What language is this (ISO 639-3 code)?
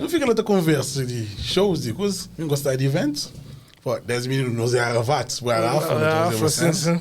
kea